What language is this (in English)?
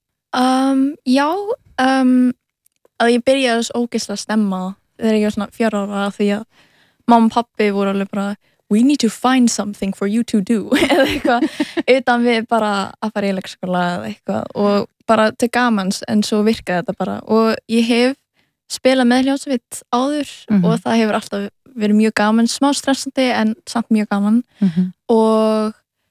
Icelandic